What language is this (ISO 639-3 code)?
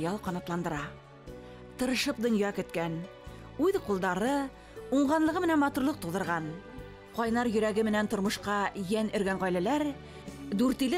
bak